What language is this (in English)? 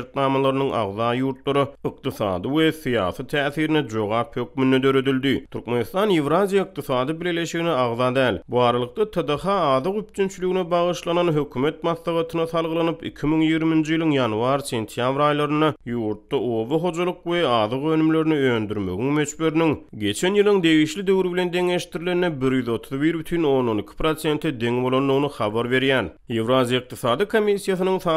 Turkmen